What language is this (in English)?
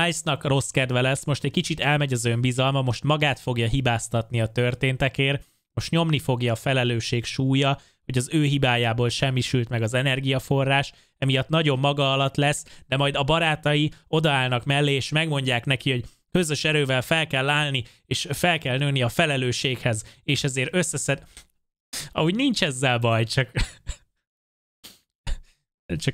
Hungarian